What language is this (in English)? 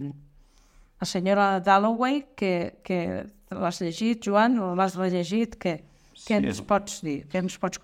Catalan